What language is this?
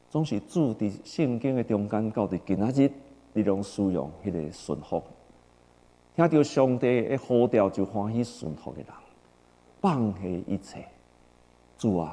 Min Nan Chinese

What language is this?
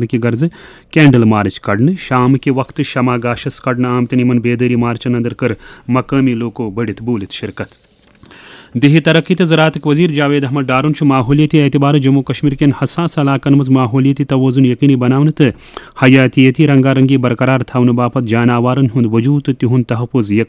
Kashmiri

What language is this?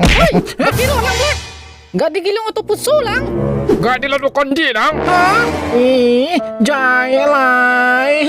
Minangkabau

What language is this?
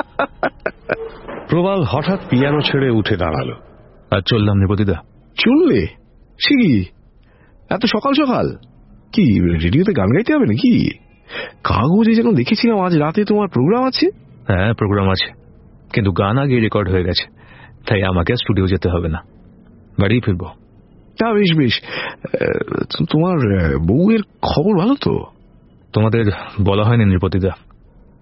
Bangla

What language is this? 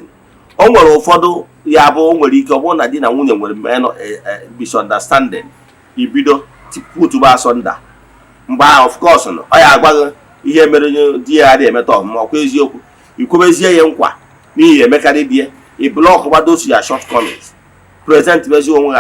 Igbo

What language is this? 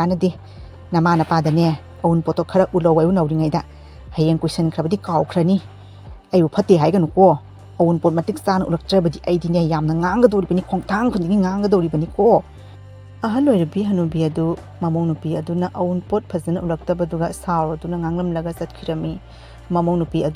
Manipuri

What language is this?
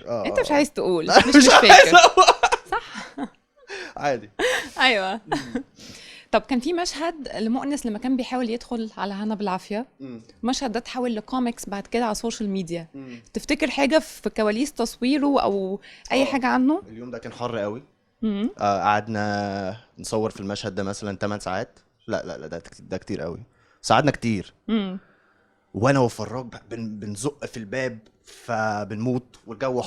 Egyptian Arabic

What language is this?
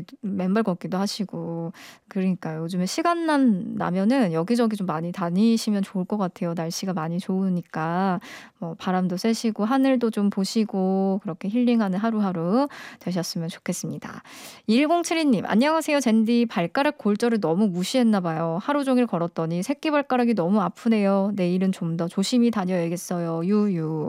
Korean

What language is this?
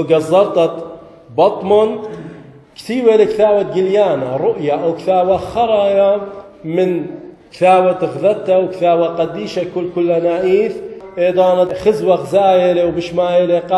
Assyrian Neo-Aramaic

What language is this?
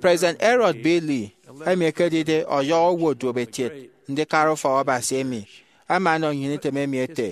Efik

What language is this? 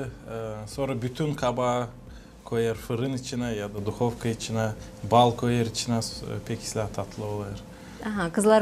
Gagauz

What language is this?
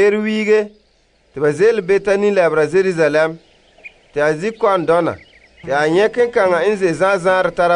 Frafra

